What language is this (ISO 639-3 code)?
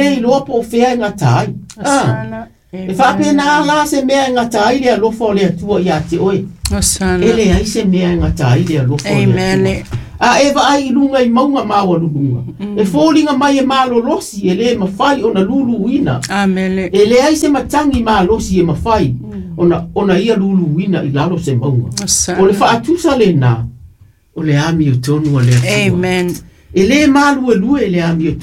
smo